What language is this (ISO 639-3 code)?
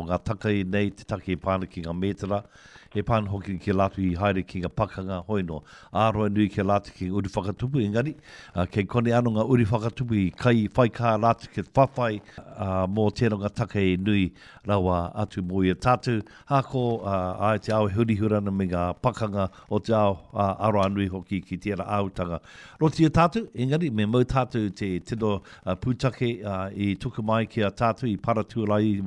mri